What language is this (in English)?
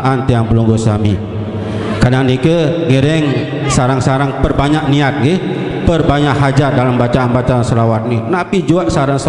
Sasak